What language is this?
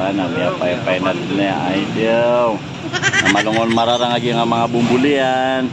Maranao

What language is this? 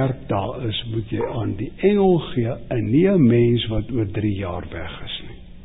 Afrikaans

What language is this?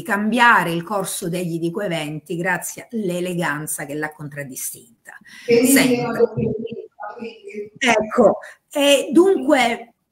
Italian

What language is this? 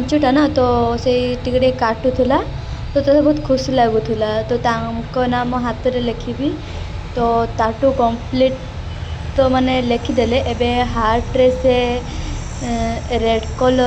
Odia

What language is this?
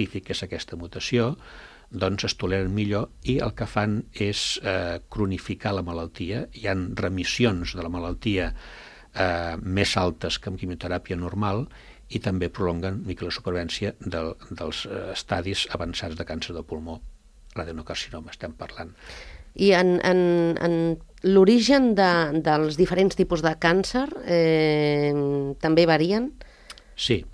Catalan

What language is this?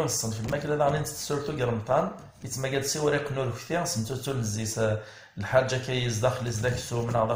Kabyle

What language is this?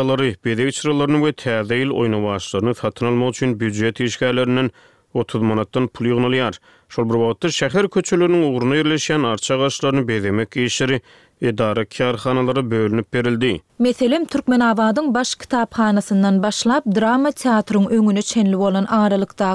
Turkmen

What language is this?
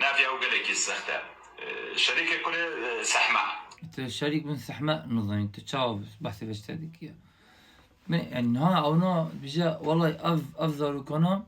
Kurdish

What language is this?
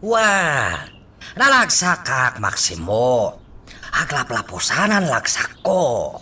Iloko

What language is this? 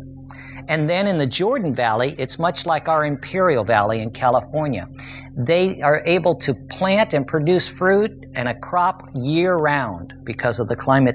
English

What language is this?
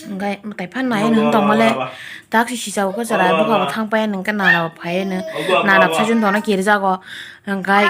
Kok Borok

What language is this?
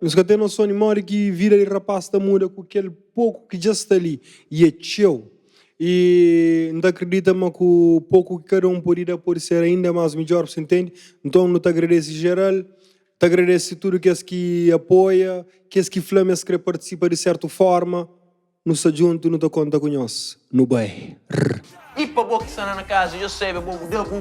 Kabuverdianu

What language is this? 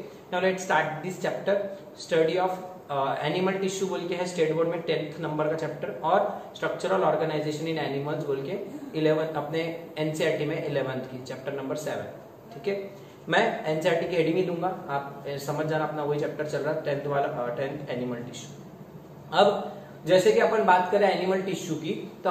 Hindi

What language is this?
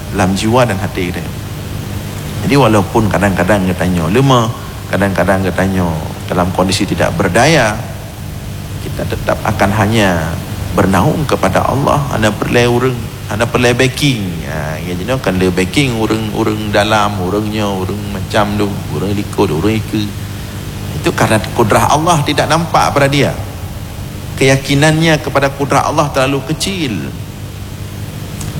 Malay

